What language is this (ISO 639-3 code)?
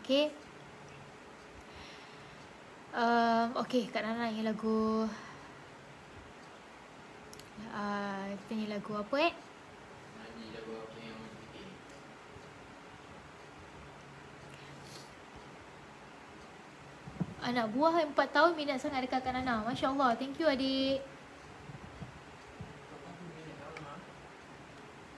msa